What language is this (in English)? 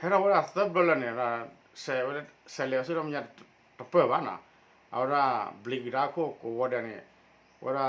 S'gaw Karen